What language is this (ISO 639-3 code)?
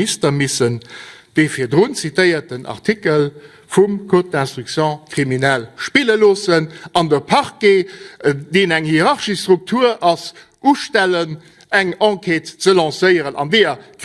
ltz